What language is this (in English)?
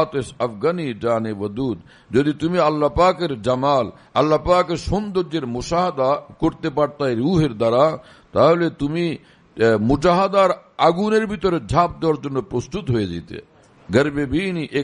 Bangla